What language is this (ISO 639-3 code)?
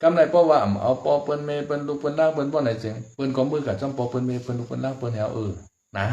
shn